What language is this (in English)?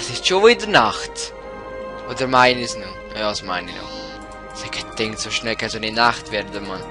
Swiss German